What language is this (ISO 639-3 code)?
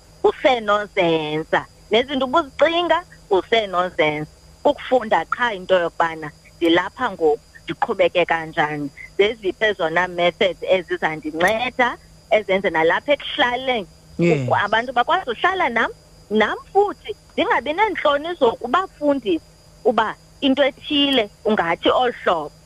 xho